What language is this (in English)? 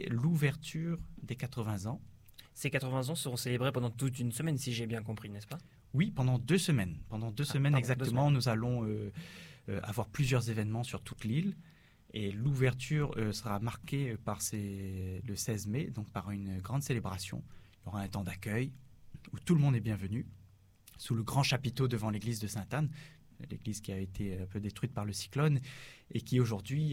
French